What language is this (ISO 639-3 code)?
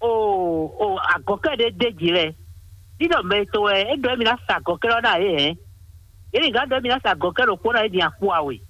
fon